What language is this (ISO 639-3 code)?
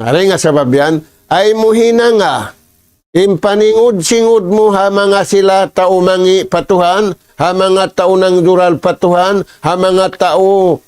tsg